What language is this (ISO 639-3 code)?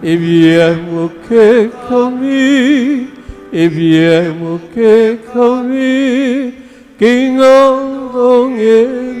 pam